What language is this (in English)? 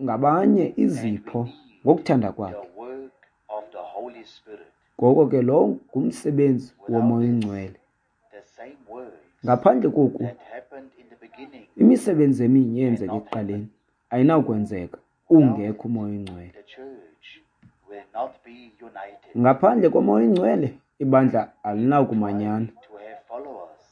Xhosa